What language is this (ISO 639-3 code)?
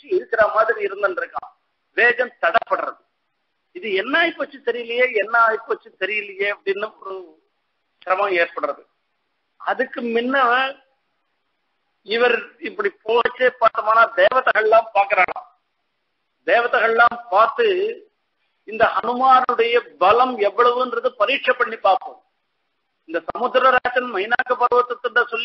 tam